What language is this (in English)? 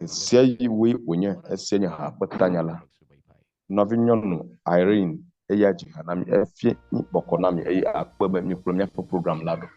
Ewe